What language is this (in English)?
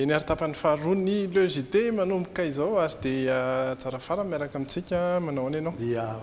Malagasy